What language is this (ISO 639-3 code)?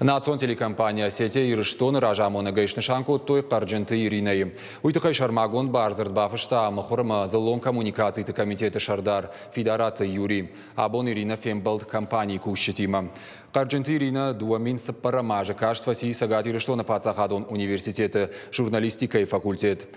oss